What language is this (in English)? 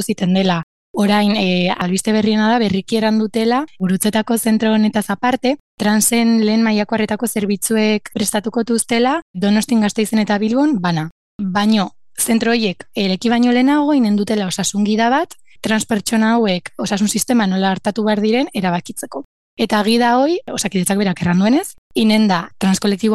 Basque